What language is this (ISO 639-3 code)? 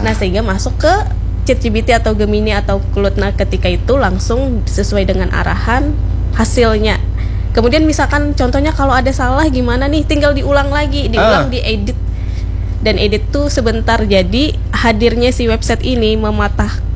ind